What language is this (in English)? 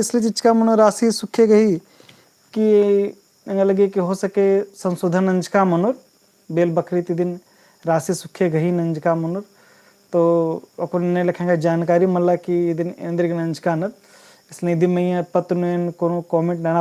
Kurukh